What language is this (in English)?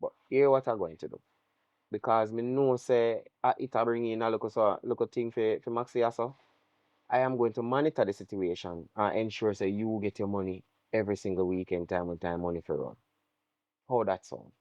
Jamaican Creole English